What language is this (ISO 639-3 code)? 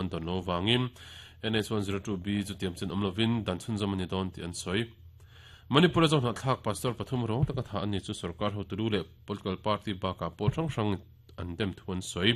lus